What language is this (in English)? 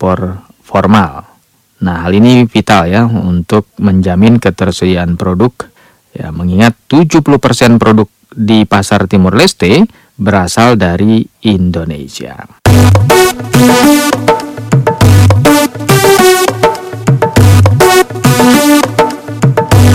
Indonesian